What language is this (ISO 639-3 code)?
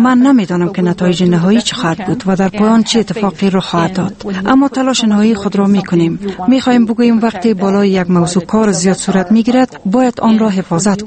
fas